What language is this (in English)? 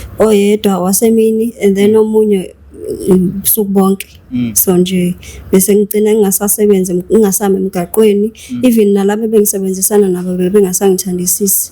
Zulu